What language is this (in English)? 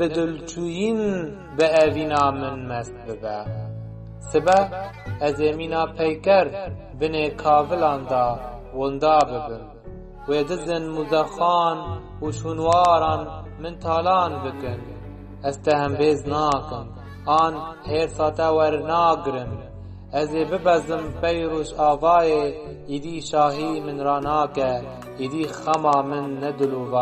Kurdish